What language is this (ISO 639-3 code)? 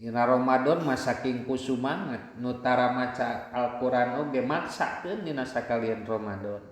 sun